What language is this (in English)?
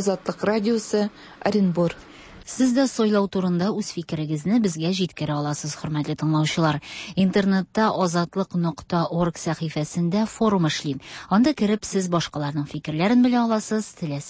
Tatar